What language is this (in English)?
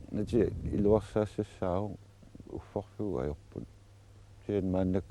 Kalaallisut